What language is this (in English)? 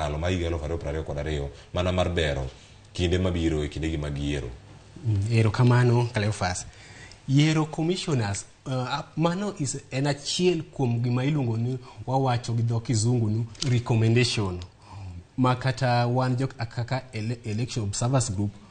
Luo (Kenya and Tanzania)